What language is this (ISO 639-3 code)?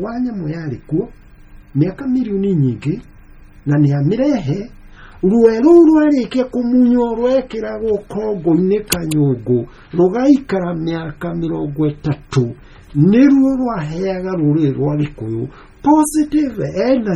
kik